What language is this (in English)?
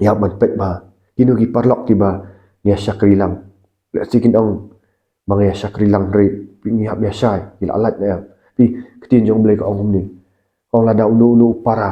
Khasi